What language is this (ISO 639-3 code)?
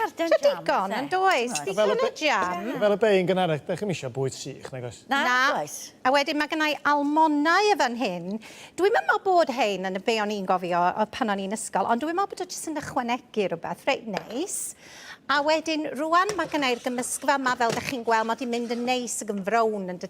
cym